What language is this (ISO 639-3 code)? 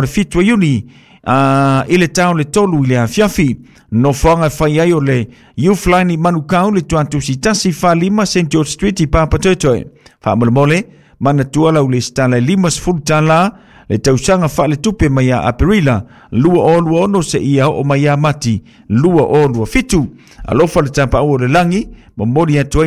smo